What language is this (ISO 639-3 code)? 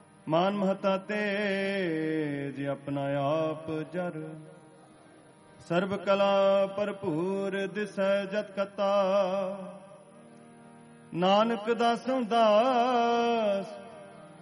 pan